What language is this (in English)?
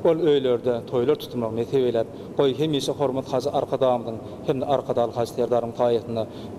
Turkmen